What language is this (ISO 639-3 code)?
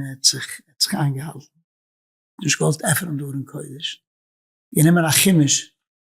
yid